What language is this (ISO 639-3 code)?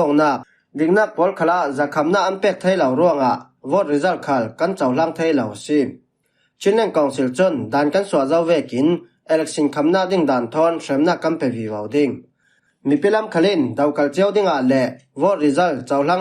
cfm